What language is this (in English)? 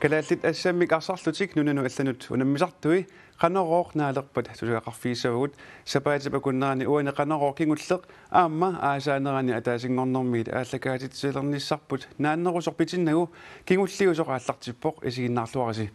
Kalaallisut